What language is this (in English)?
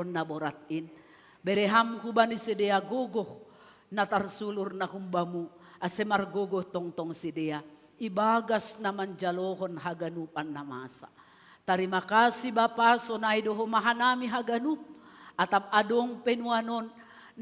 Batak Simalungun